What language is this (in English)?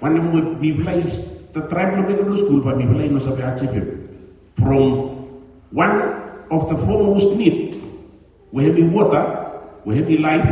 Bislama